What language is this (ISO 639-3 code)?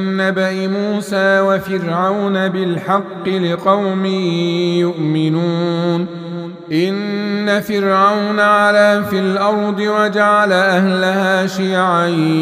ara